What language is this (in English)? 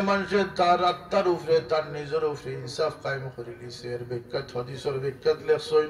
Sylheti